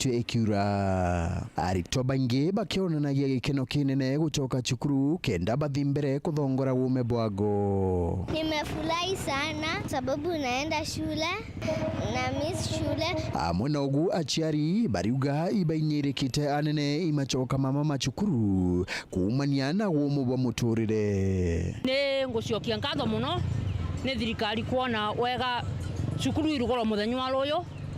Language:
Meru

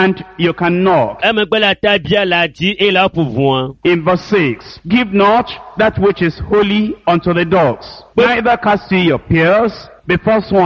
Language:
Ewe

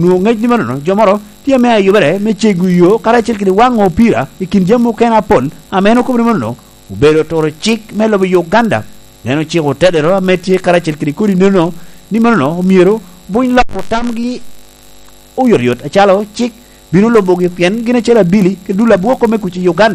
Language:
Lango (Uganda)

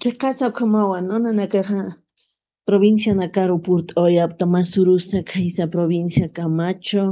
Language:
Aymara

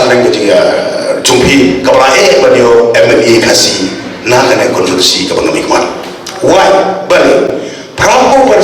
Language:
Khasi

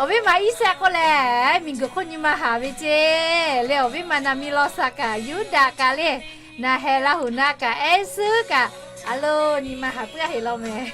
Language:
Lahu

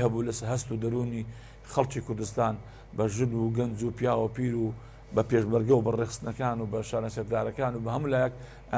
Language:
Central Kurdish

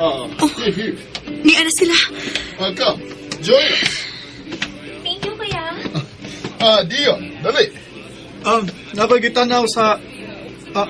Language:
Cebuano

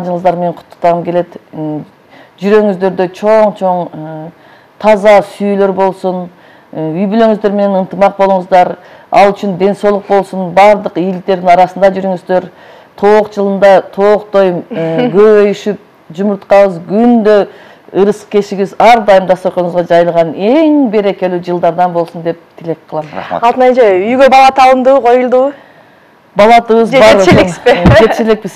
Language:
Kyrgyz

